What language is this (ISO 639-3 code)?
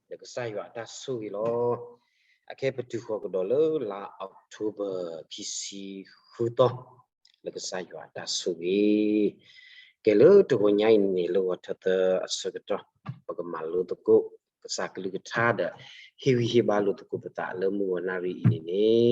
ksw